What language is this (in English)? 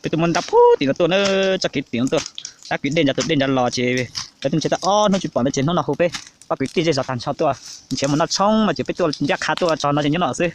Hmong